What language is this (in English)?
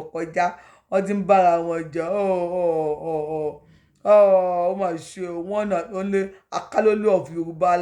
Yoruba